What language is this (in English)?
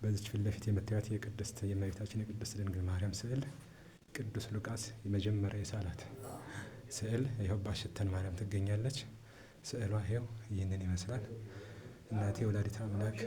Amharic